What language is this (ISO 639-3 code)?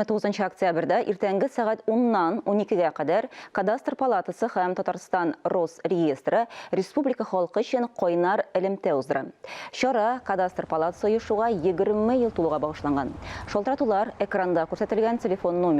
tat